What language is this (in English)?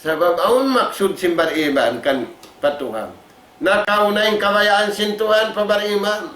Tausug